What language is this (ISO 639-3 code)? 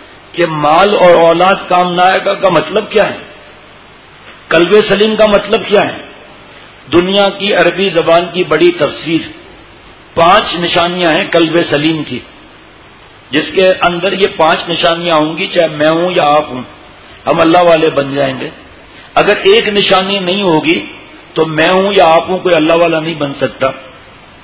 urd